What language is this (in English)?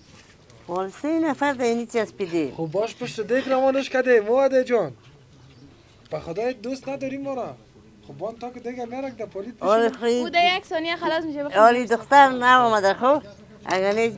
Persian